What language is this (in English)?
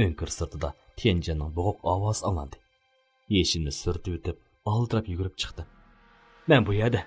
Uyghur